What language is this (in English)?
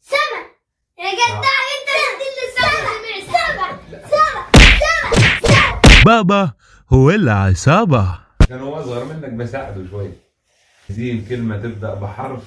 Egyptian Arabic